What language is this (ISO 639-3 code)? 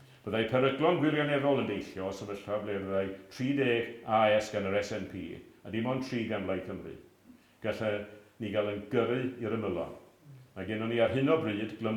cym